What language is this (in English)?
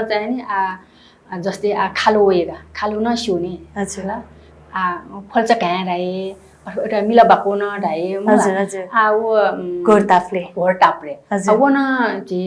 Newari